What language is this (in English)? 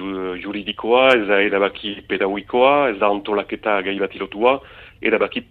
Basque